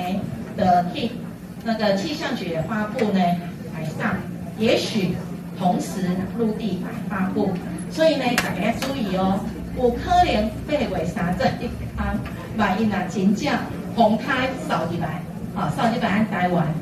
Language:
Min Nan Chinese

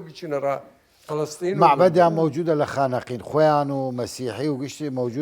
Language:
Southern Kurdish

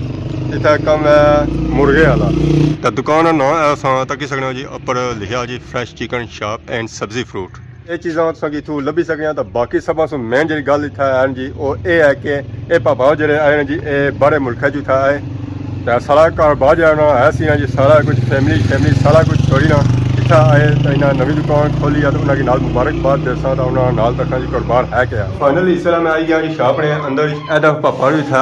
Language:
Pahari-Potwari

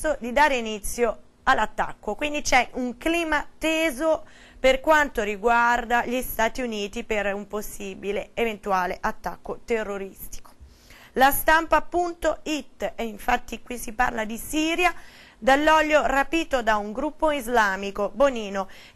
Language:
Italian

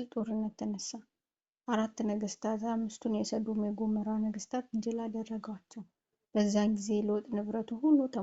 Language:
Amharic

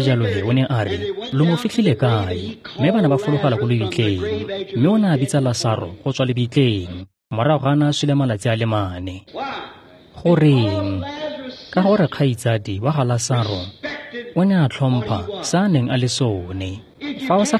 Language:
Tswana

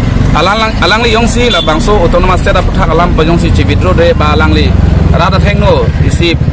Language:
Karbi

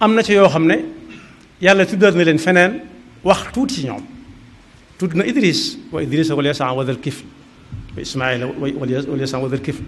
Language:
Wolof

